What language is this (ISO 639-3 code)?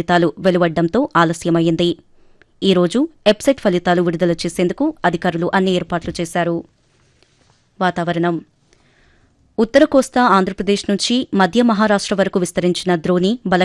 tel